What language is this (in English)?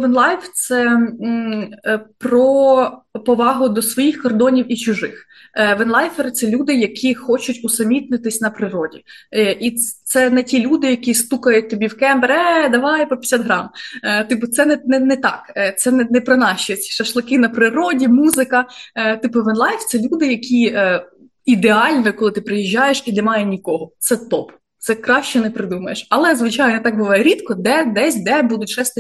Ukrainian